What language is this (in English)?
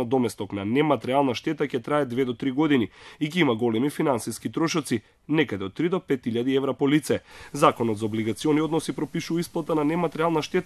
Macedonian